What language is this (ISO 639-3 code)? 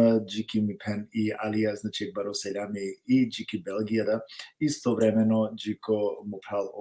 rmn